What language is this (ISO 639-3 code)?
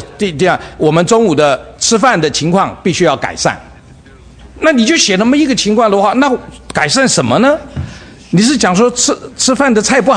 zho